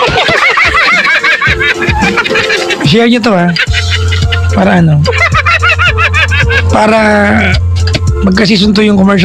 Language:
Filipino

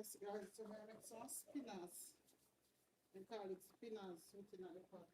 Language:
Jamaican Creole English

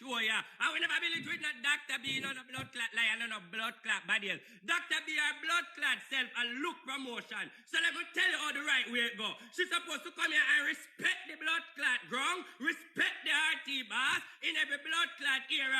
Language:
Jamaican Creole English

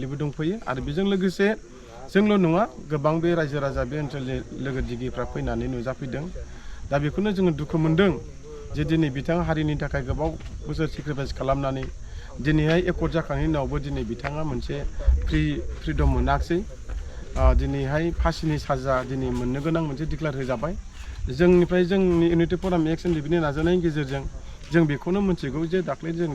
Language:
Bodo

